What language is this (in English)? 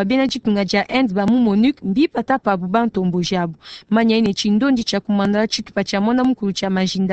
Luba-Lulua